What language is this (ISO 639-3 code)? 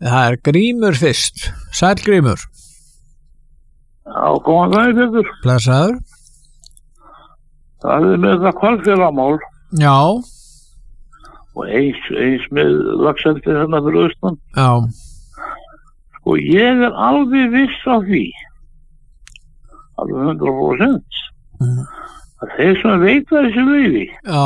isl